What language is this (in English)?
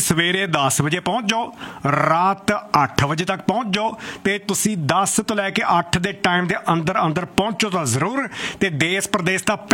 Punjabi